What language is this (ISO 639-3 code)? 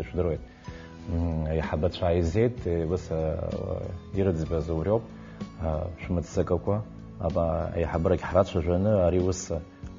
abk